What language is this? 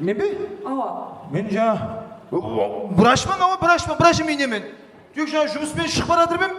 Kara-Kalpak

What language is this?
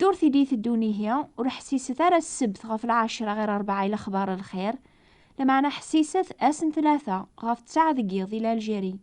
Kabyle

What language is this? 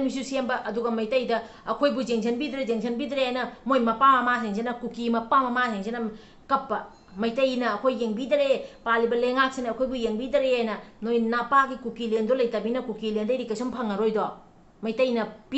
Manipuri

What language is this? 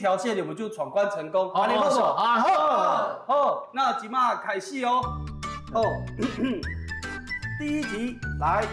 Min Nan Chinese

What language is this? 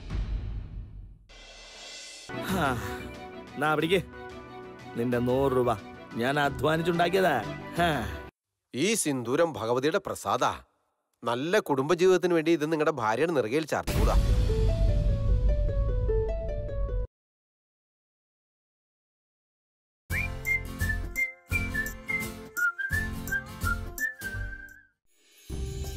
Malayalam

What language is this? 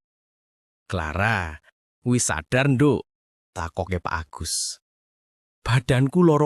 Javanese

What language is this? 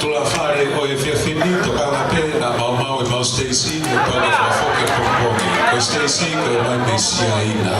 Tongan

